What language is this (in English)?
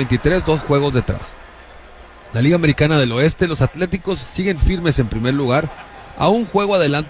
Spanish